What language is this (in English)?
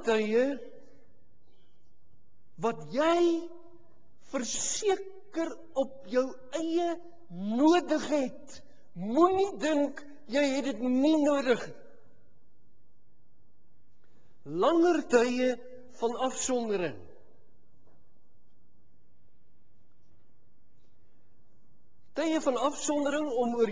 Afrikaans